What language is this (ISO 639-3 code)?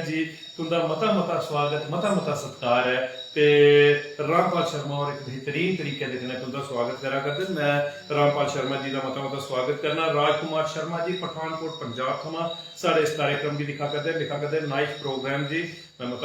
doi